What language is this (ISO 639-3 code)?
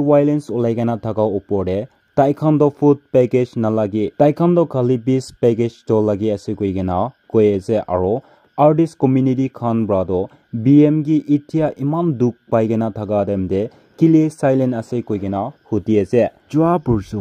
nag